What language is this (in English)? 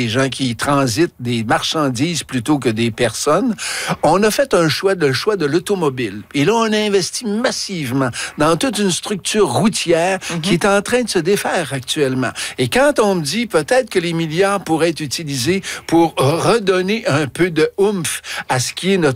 French